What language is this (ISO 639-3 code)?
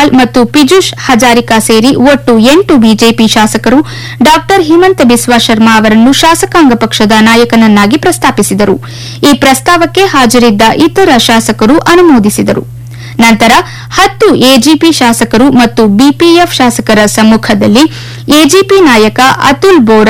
kan